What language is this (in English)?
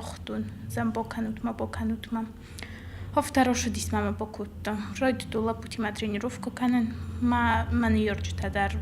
Ossetic